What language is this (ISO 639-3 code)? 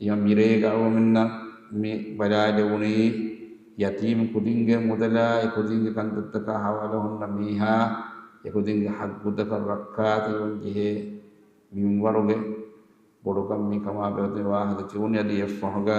div